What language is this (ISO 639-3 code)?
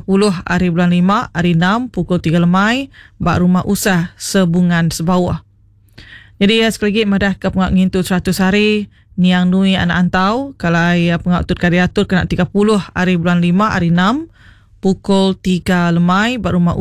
iba